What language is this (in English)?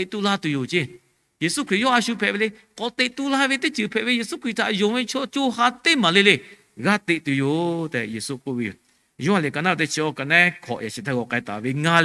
Lahu